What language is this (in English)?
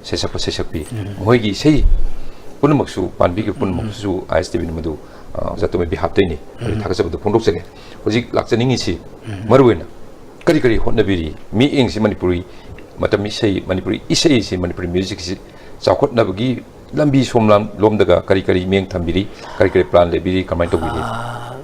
Manipuri